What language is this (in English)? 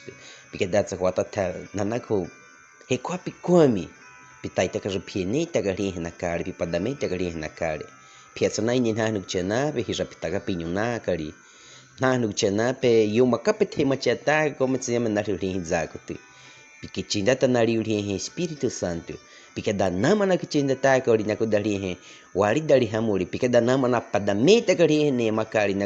Baniwa